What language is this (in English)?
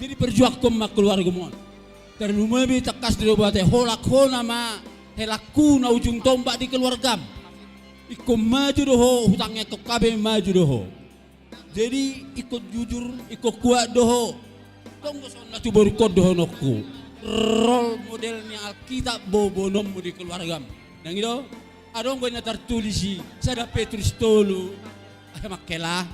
Batak Toba